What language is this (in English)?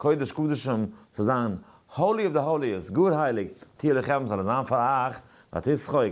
Yiddish